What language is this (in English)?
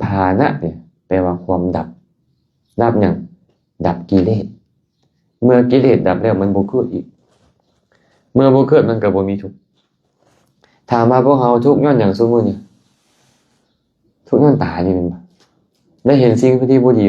Lao